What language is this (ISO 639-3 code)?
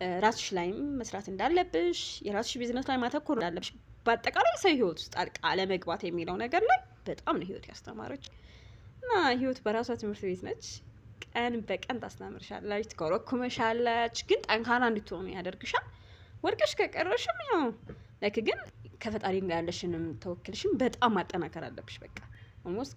amh